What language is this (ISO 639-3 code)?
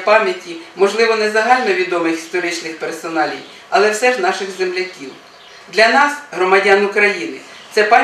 ukr